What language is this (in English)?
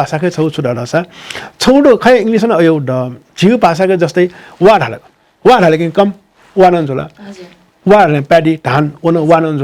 Newari